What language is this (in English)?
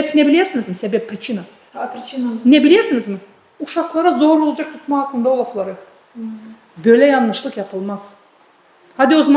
Gagauz